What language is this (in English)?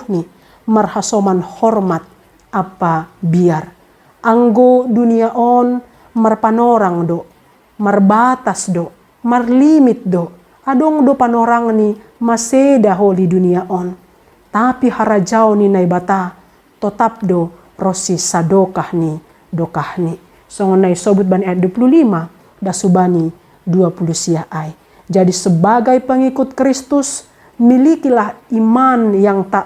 Batak Simalungun